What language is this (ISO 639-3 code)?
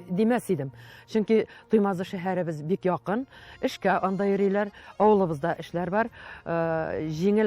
tat